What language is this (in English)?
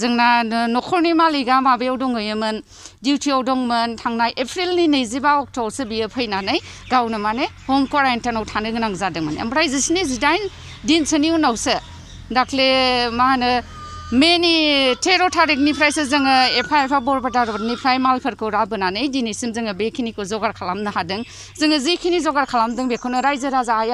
Bodo